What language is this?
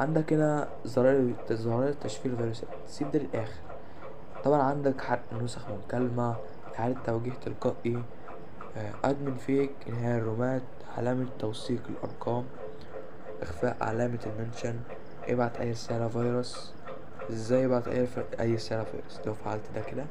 Egyptian Arabic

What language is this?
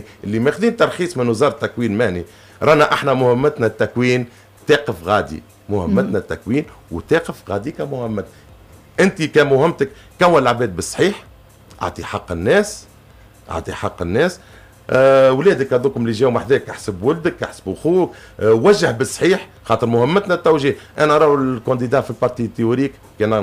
Tunisian Arabic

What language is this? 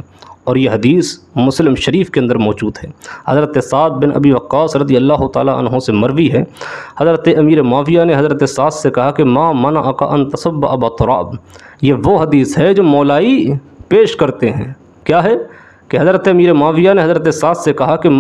Urdu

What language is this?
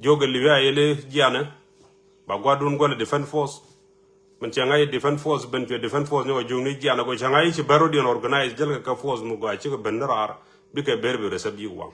Nuer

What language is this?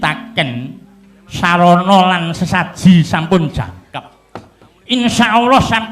Javanese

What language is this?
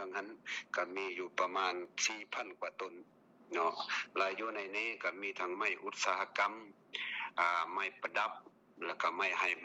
Lao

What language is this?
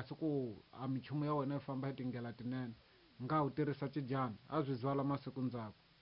Tsonga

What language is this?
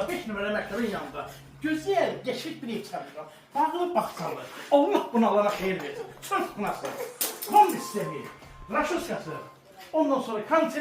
Azerbaijani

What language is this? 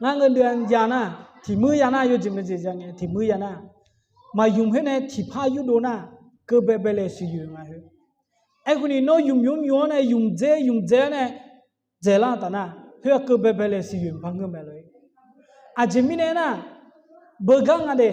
Akha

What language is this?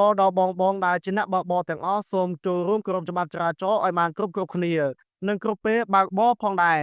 Khmer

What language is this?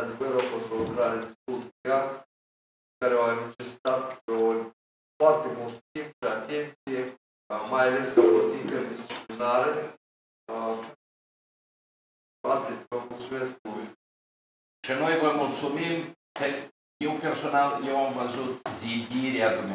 Romanian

